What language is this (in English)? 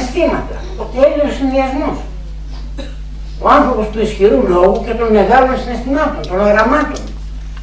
Greek